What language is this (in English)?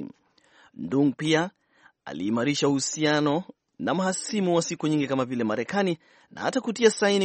Swahili